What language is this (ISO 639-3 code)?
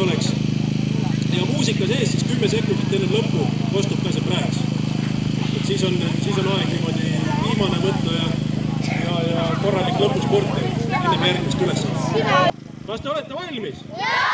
est